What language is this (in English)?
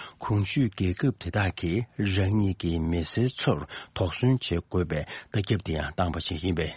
Tibetan